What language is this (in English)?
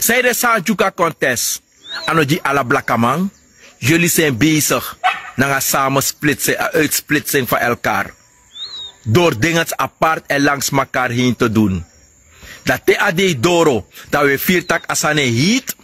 Sranan Tongo